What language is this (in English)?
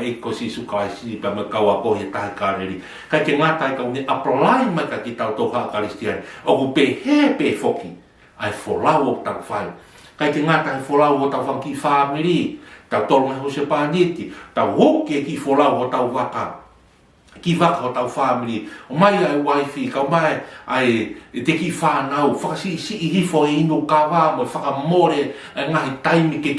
Tongan